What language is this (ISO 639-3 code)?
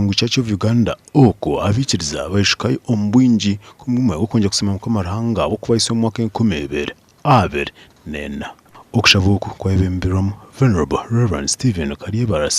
nyn